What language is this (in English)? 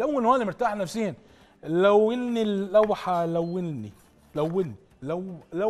Mesopotamian Arabic